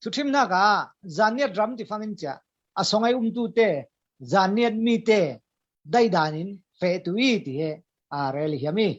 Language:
Falam Chin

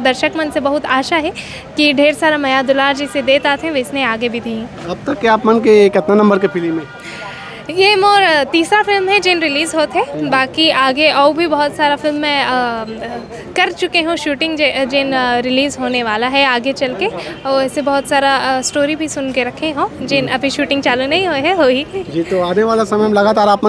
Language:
Chhattisgarhi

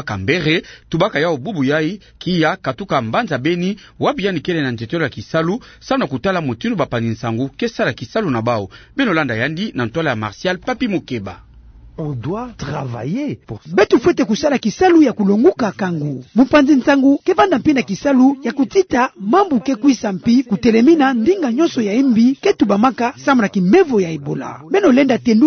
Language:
Kituba (Democratic Republic of Congo)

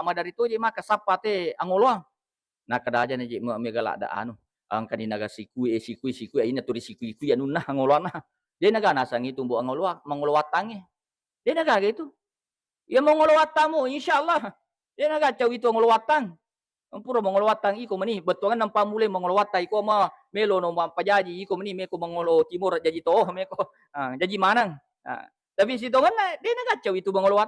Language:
Buginese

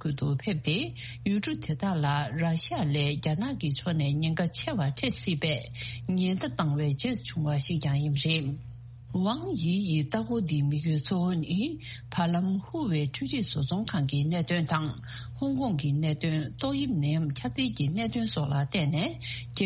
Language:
Tibetan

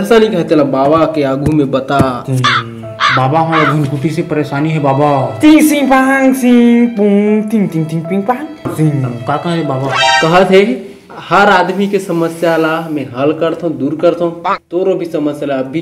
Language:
Chhattisgarhi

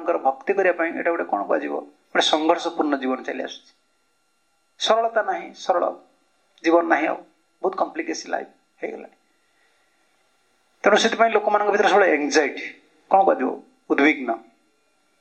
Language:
Odia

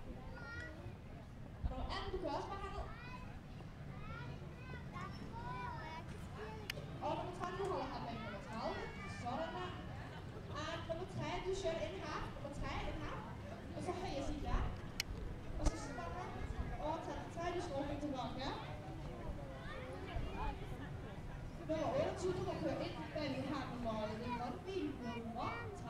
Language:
Danish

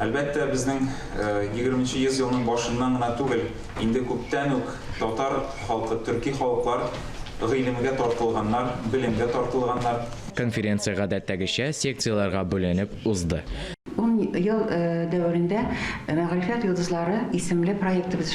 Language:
Tatar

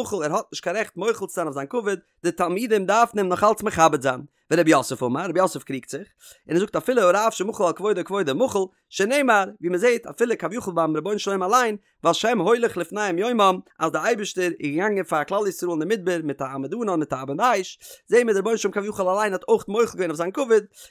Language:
Yiddish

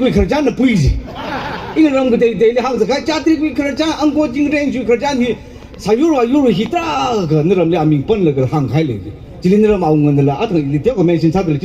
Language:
Tangkhul Naga (India)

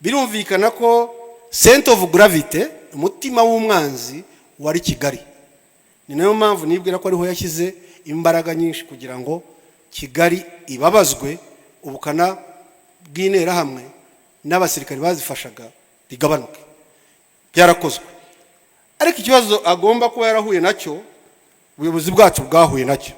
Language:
Kinyarwanda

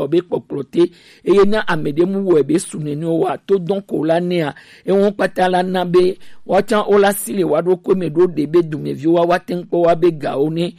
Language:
Gen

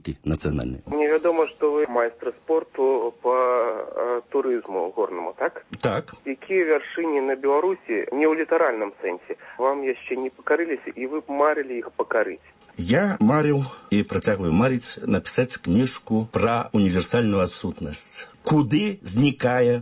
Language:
Belarusian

